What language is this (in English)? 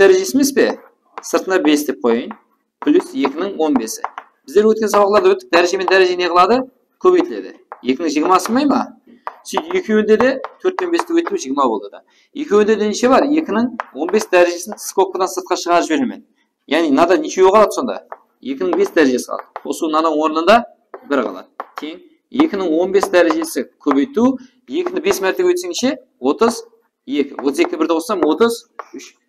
Kara-Kalpak